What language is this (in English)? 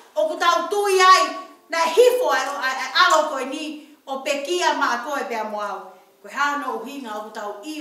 Tongan